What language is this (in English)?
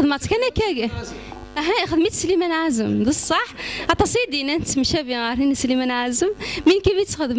Kabyle